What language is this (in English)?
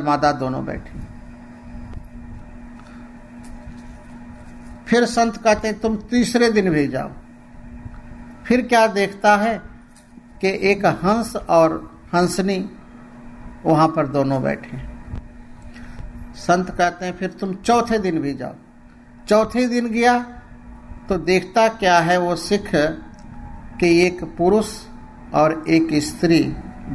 Hindi